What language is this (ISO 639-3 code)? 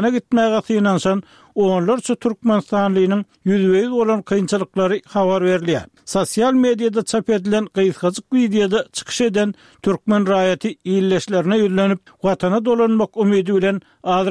tuk